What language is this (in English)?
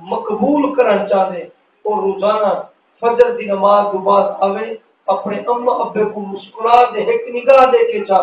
Saraiki